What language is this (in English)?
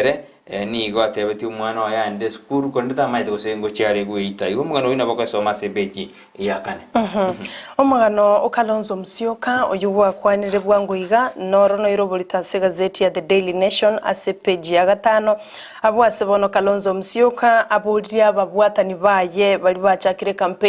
Gusii